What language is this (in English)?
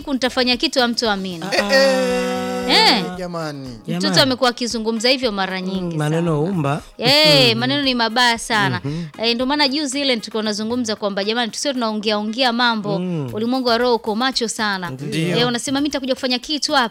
Swahili